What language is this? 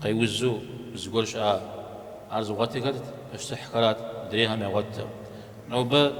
Kabardian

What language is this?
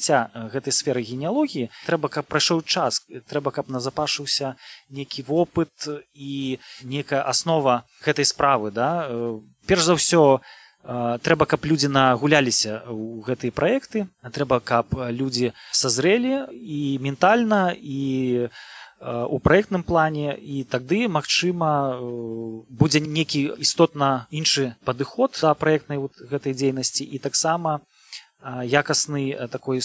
Belarusian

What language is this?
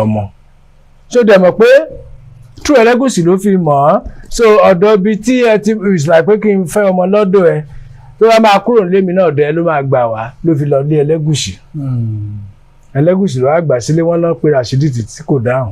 Yoruba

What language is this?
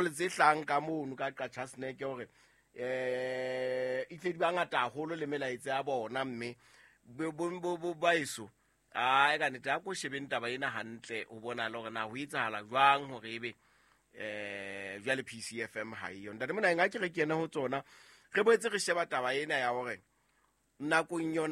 Southern Sotho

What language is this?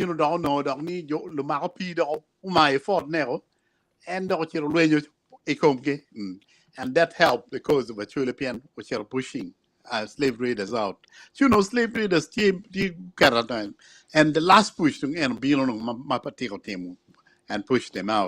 Acoli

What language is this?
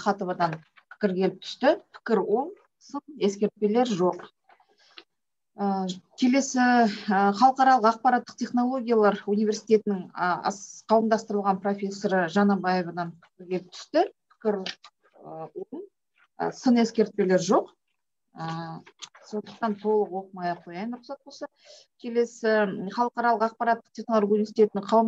Kazakh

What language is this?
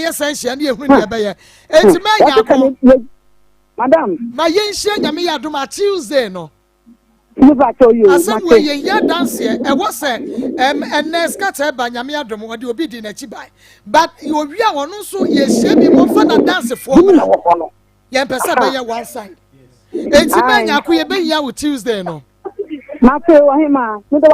Akan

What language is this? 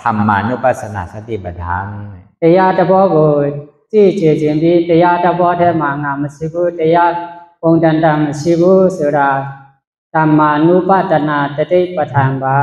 Shan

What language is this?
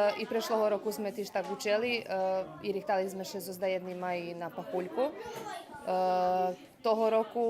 Rusyn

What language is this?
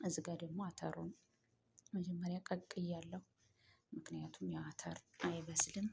Amharic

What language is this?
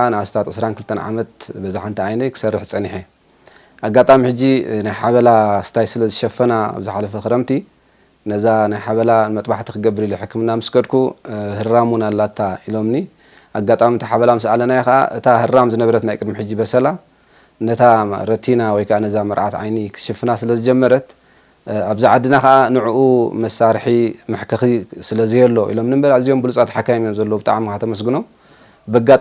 Tigrinya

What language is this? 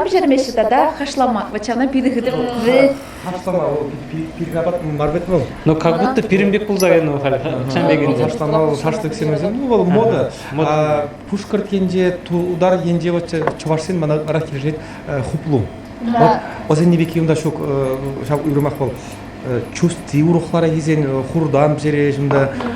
Chuvash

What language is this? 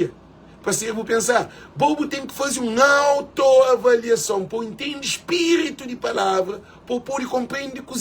Kabuverdianu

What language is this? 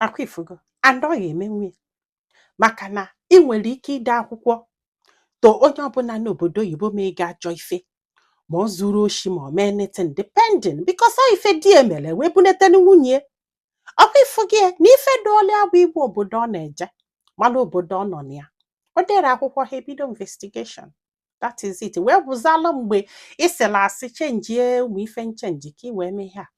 Igbo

